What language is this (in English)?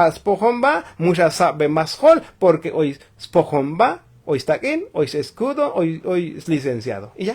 Tzotzil